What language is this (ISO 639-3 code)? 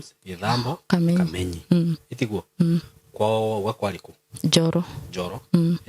kik